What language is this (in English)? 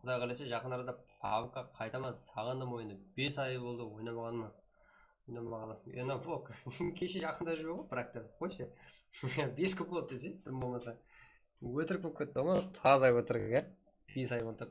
Kara-Kalpak